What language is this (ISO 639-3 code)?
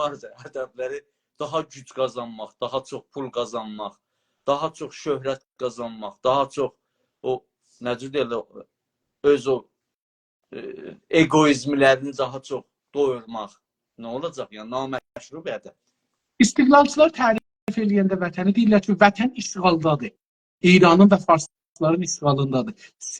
azb